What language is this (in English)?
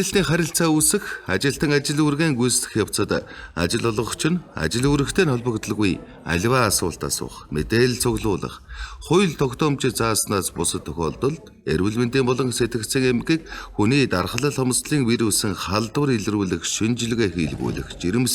Mongolian